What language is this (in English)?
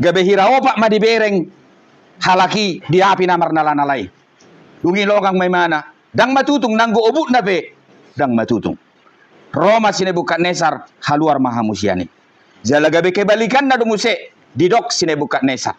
Batak Toba